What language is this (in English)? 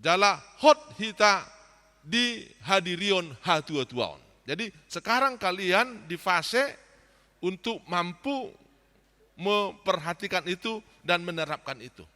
Batak Toba